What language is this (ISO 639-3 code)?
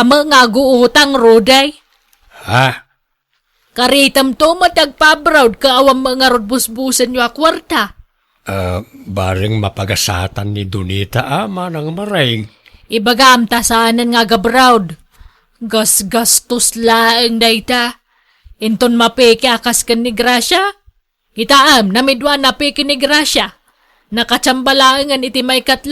ilo